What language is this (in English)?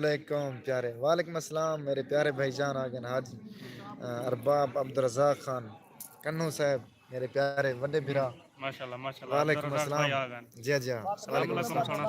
Saraiki